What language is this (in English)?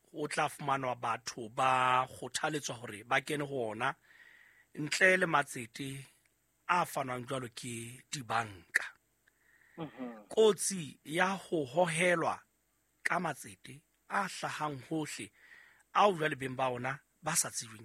Southern Sotho